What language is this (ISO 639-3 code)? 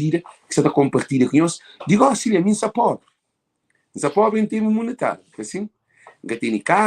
kea